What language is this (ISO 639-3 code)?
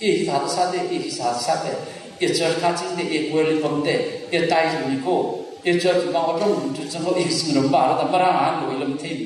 nmf